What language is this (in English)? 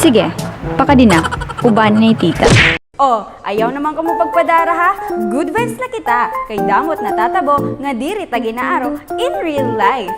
Waray